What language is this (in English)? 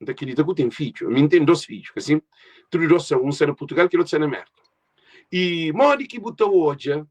Kabuverdianu